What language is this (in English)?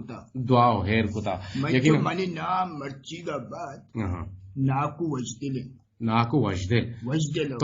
Eastern Balochi